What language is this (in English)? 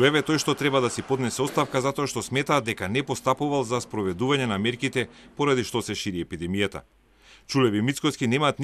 Macedonian